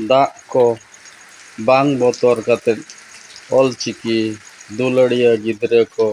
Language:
Santali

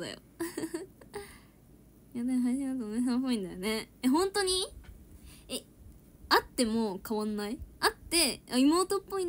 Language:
Japanese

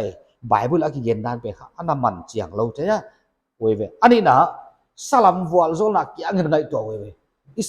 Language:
Paite Chin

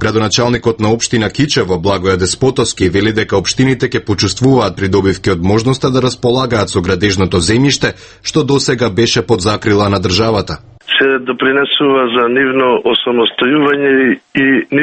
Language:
Macedonian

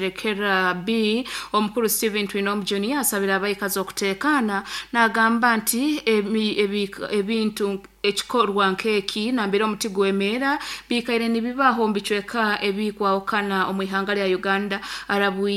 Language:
Nyoro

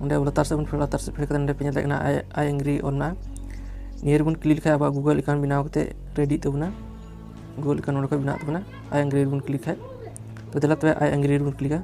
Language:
Santali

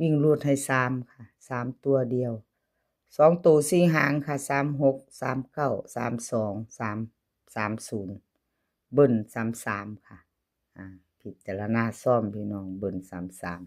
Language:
Lao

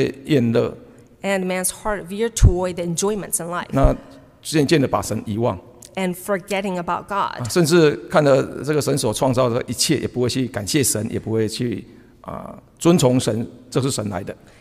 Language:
Chinese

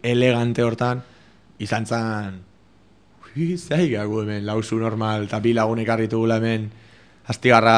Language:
Basque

